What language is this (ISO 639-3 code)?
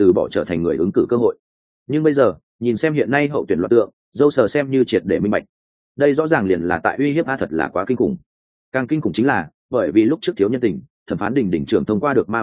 vie